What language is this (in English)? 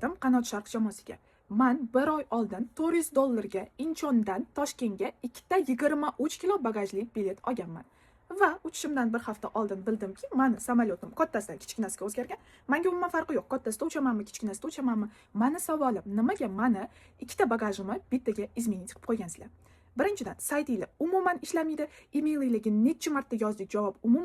Uzbek